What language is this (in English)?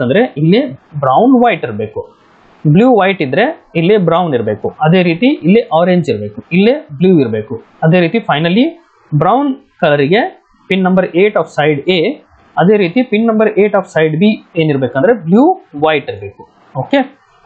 Kannada